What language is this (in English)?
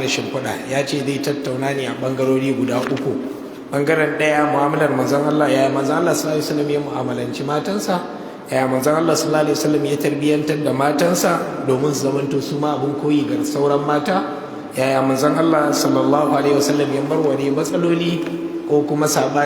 Hausa